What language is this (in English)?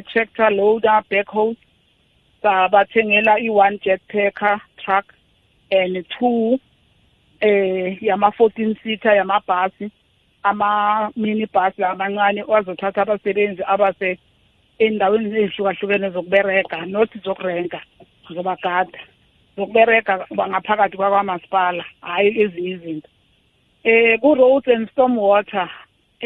South Ndebele